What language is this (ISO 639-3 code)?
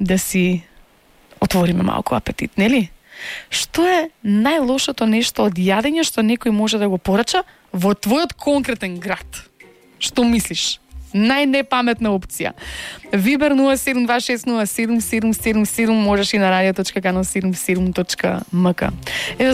mkd